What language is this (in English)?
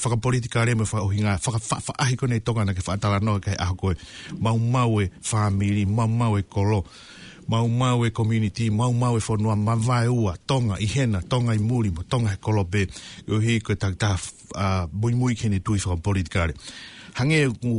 Tongan